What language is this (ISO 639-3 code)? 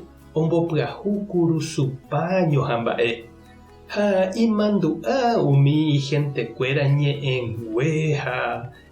grn